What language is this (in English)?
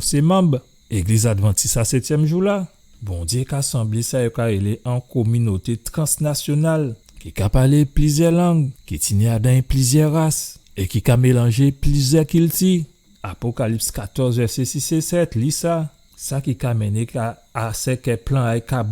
Guadeloupean Creole French